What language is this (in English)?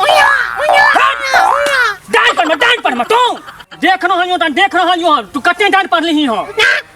Maithili